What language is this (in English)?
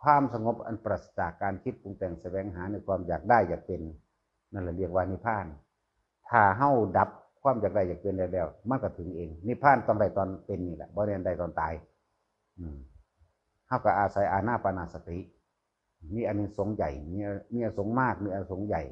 Northeastern Thai